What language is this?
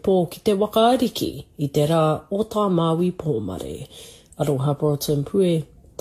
Māori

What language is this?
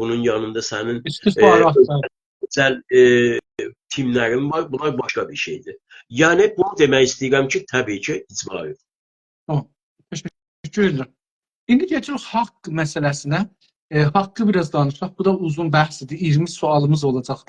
South Azerbaijani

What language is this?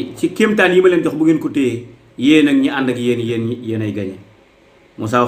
Wolof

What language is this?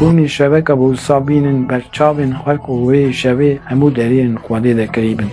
Kurdish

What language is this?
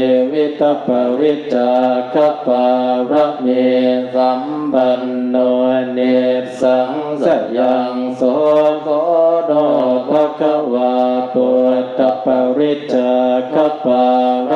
Pali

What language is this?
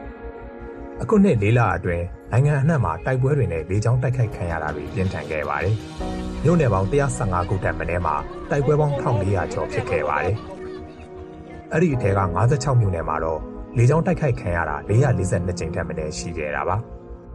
Burmese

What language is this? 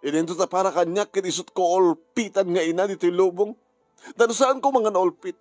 Iloko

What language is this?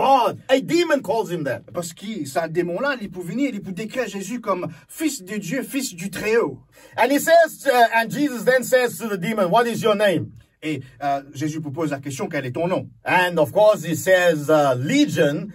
Morisyen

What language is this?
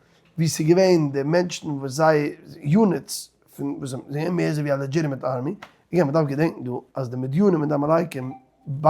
Yiddish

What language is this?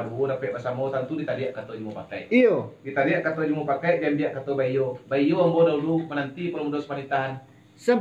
Minangkabau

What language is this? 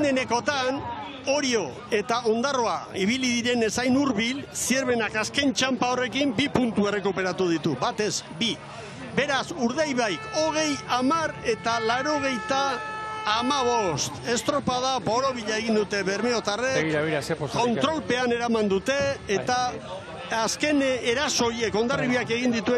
Basque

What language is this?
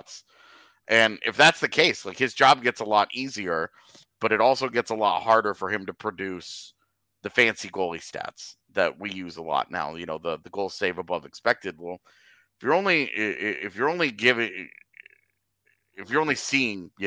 English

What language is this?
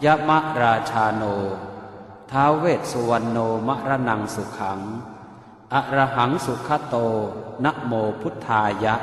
Pali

